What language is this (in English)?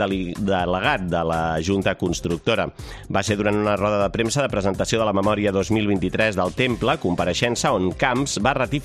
Catalan